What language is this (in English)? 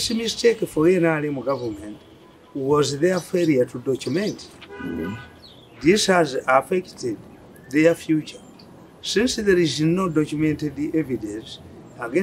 English